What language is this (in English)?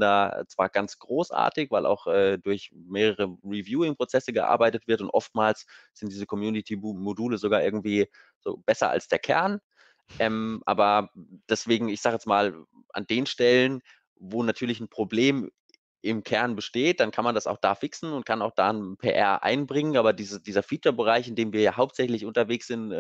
German